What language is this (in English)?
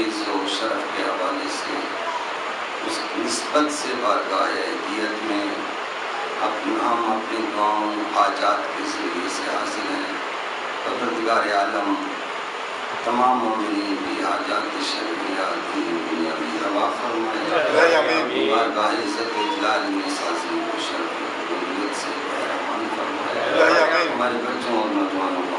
Urdu